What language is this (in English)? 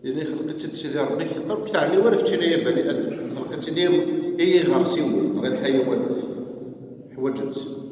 Kabyle